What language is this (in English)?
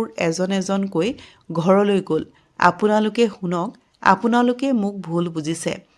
Assamese